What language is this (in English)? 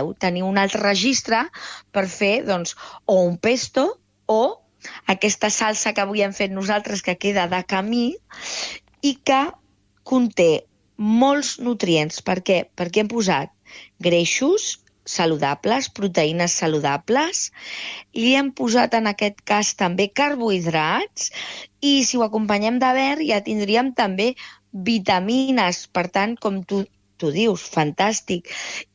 Catalan